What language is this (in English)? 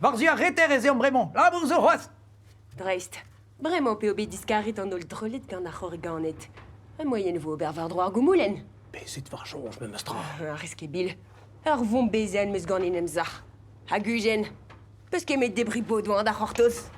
Breton